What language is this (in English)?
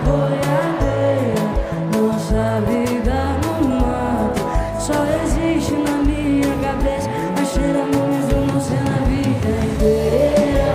Portuguese